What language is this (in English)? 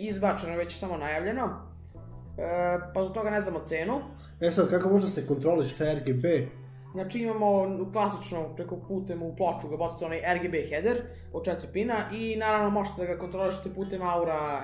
Serbian